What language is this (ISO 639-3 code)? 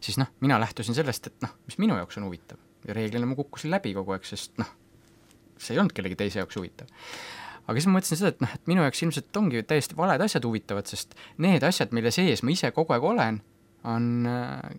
est